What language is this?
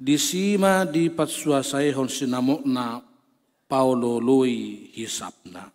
Batak Toba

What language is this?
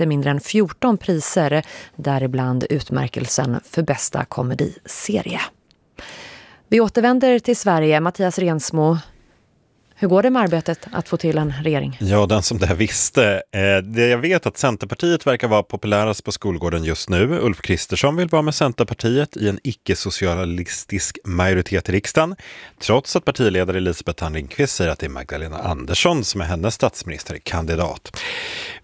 Swedish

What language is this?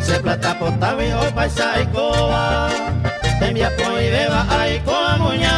Guarani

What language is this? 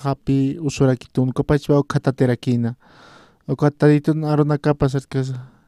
Aymara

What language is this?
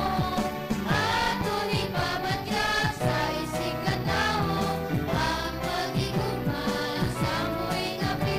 Hiligaynon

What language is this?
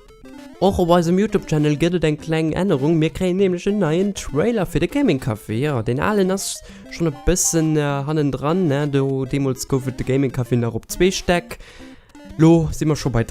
Luxembourgish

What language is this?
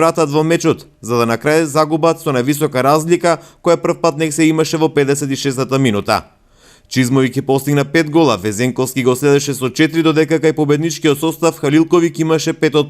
Macedonian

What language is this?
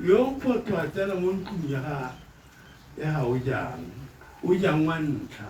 Tswana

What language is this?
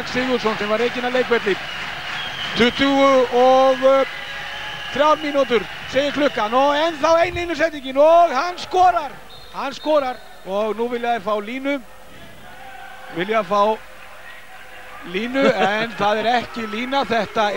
Icelandic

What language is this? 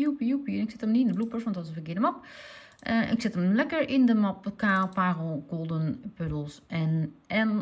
Dutch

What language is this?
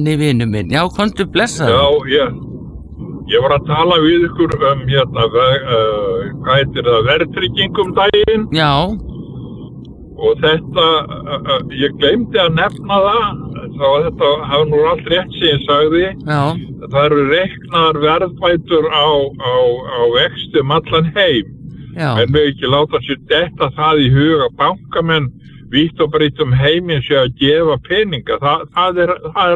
Icelandic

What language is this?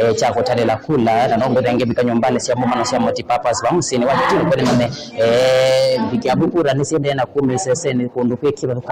Kamba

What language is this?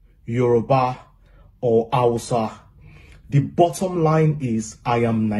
Nigerian Pidgin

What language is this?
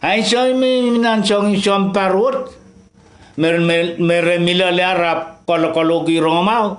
Pohnpeian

